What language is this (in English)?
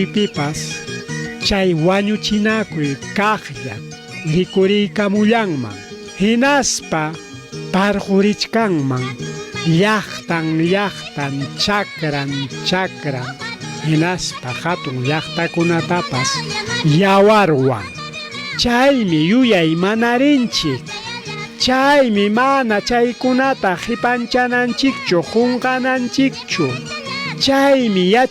Ayacucho Quechua